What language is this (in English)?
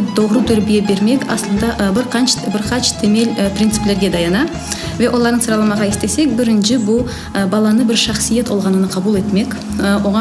Crimean Tatar